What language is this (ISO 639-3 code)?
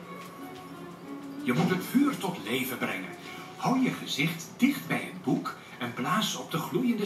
nld